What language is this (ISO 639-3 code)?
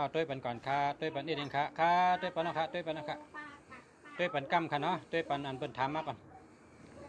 shn